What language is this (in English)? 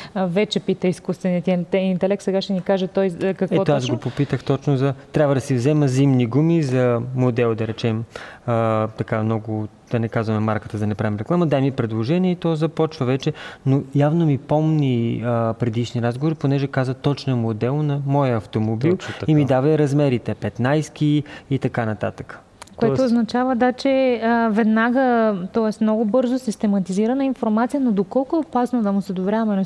Bulgarian